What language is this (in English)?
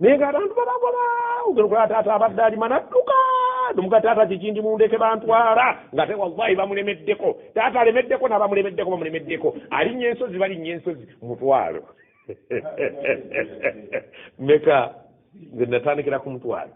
Ganda